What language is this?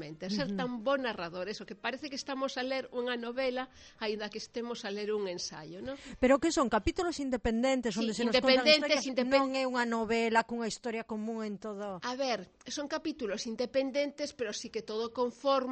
Galician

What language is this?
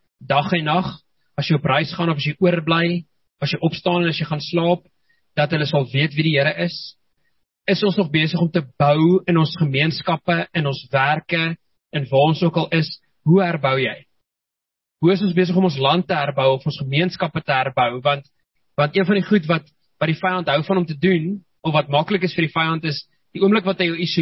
Afrikaans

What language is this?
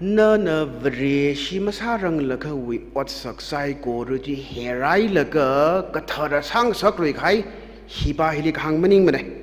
Tangkhul Naga (India)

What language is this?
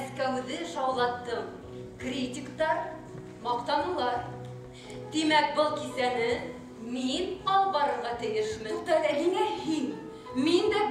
Bashkir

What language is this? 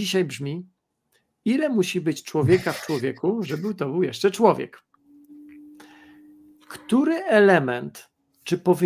Polish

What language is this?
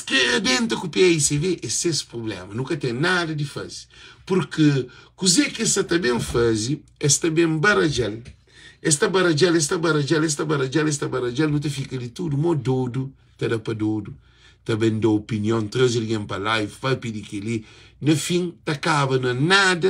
Kabuverdianu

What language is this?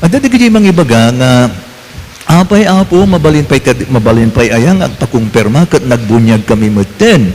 Iloko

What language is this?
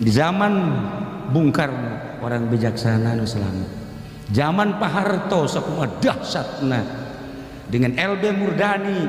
Sundanese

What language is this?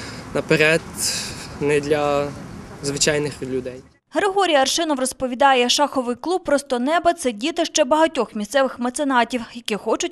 Ukrainian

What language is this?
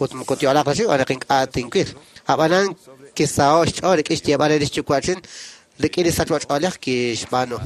Kekchí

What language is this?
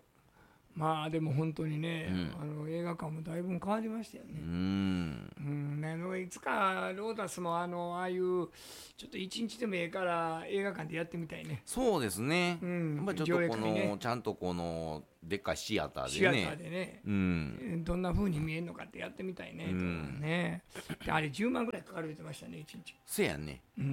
Japanese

